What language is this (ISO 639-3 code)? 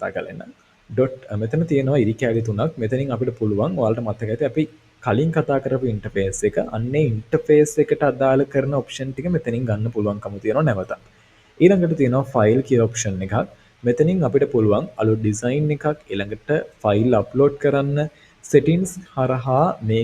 sin